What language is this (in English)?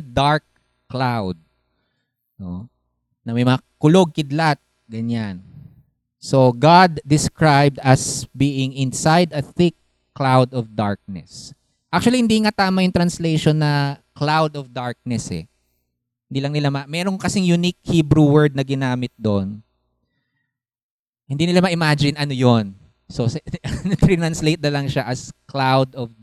Filipino